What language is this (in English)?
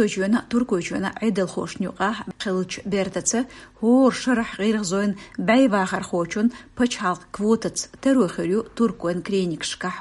Chechen